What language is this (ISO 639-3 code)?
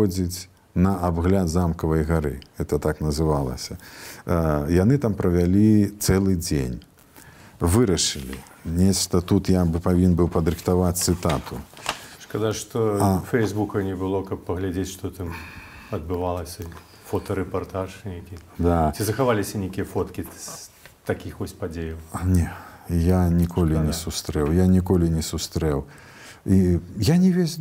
bel